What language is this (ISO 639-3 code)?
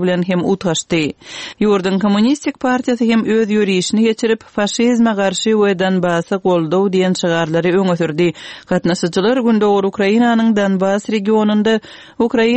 tuk